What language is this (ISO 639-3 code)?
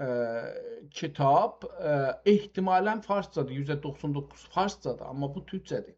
azb